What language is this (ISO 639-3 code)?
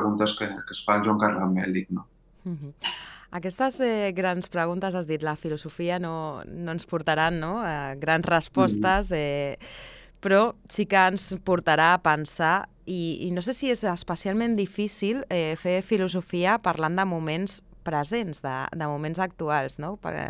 cat